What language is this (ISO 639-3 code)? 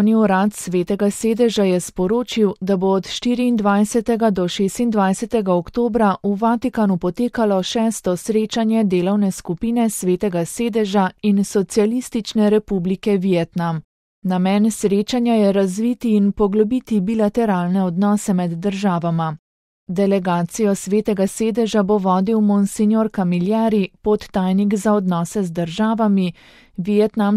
slv